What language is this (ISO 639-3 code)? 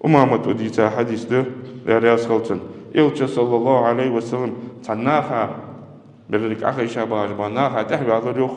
inh